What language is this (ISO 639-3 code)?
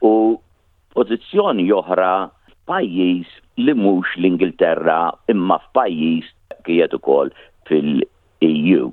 mlt